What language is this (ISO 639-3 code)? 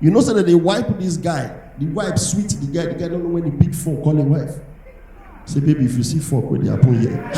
pcm